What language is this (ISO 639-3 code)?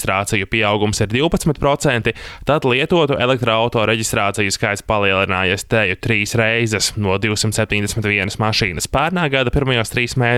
lav